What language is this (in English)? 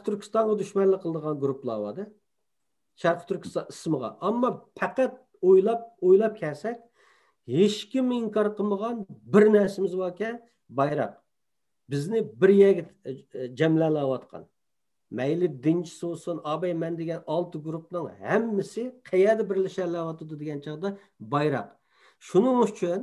Uyghur